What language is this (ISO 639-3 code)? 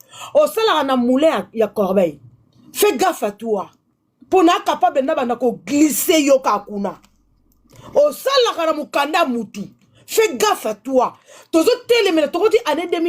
lin